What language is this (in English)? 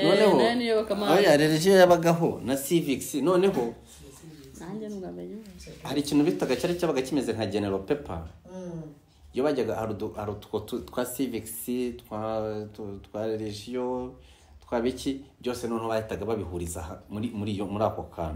Kinyarwanda